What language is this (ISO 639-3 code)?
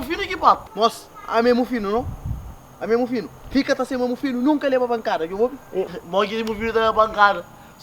kea